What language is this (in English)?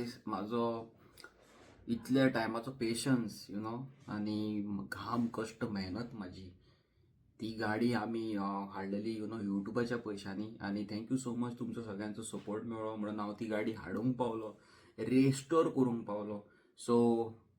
Konkani